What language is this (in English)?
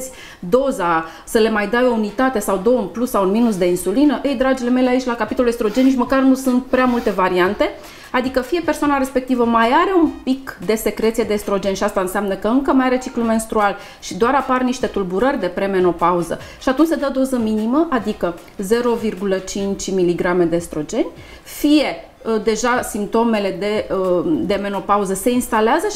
Romanian